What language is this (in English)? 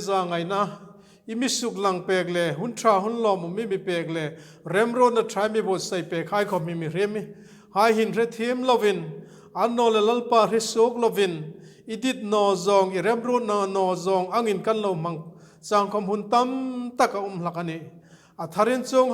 Hmar